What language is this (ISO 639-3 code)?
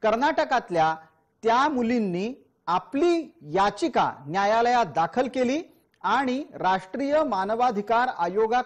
mar